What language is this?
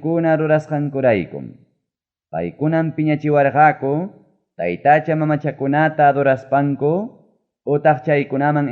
Ayacucho Quechua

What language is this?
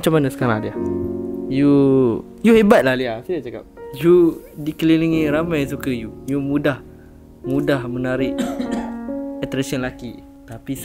Malay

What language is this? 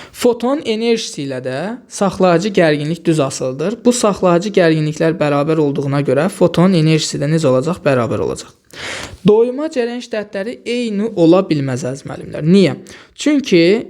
Azerbaijani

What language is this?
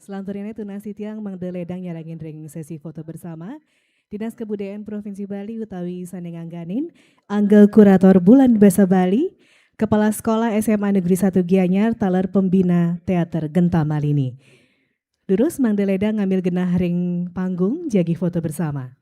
Balinese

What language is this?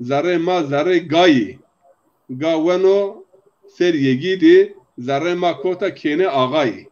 Zaza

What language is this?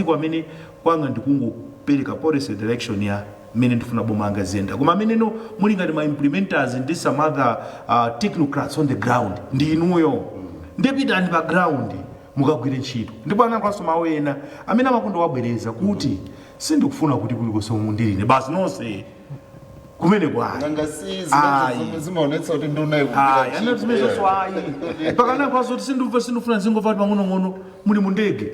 Nyanja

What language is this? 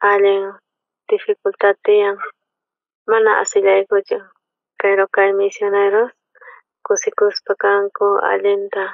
South Bolivian Quechua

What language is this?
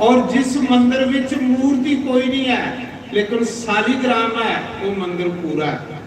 Dogri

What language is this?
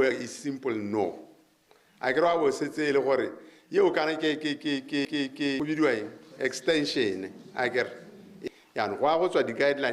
Tswana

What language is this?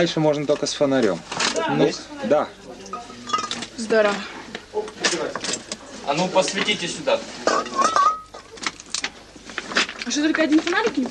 Russian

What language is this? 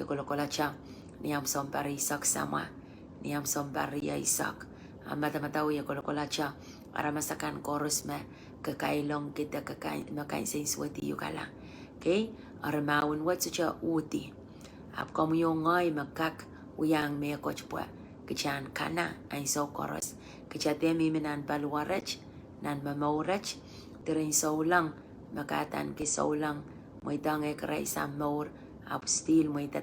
Pohnpeian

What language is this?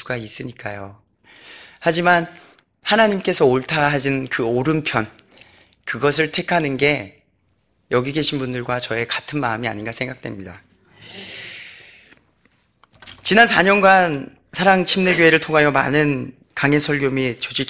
Korean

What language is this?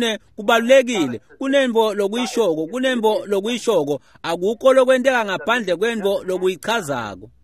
Swati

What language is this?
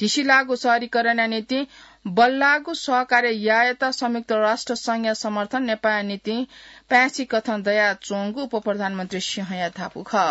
Newari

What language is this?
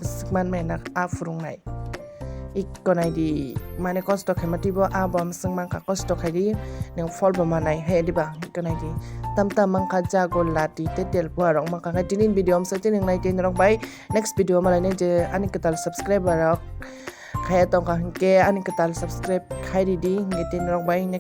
Kok Borok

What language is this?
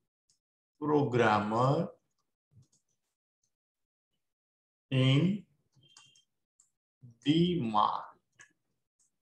Gujarati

